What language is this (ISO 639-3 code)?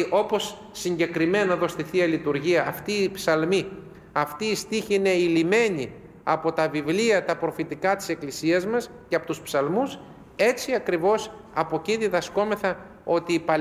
ell